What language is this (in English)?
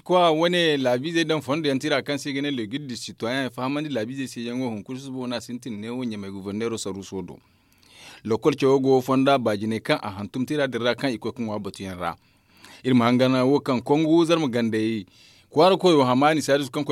Zarma